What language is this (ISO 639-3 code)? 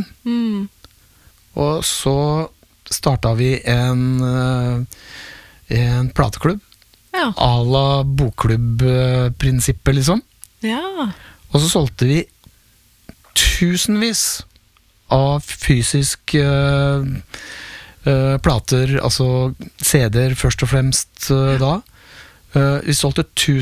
nor